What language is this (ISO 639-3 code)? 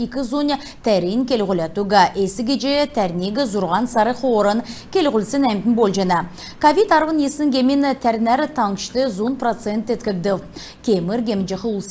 xal